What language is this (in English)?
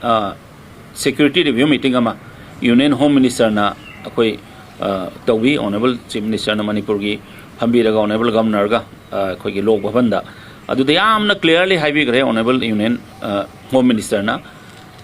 Manipuri